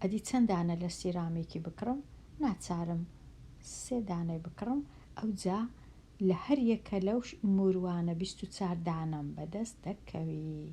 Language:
Central Kurdish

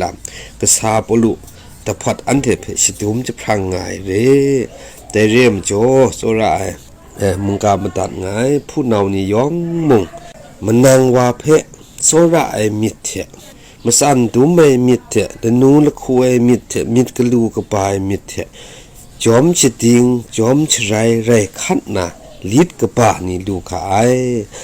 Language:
Kachin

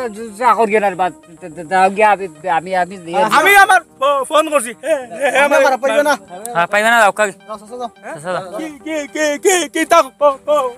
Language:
Sylheti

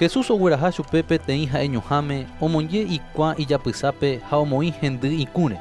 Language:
Guarani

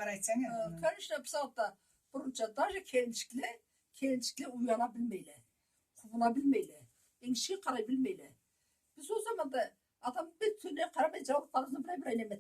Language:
Karachay-Balkar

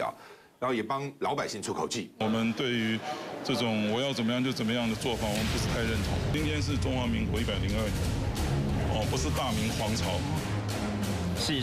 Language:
Chinese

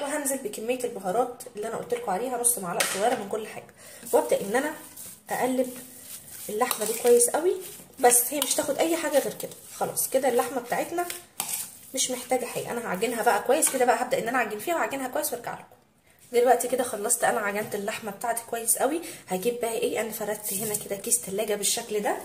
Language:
Egyptian Arabic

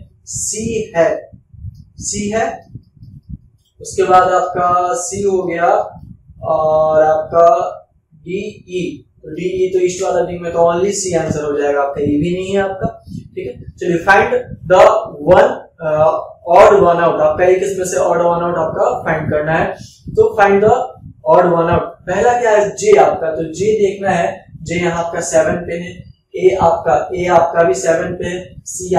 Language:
Hindi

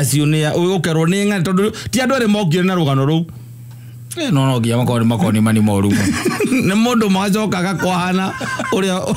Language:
Kikuyu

